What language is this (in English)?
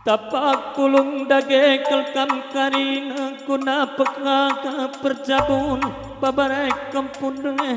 Batak Karo